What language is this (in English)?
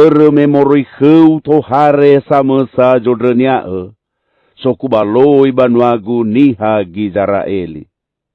Nias